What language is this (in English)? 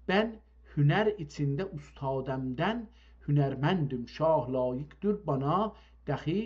South Azerbaijani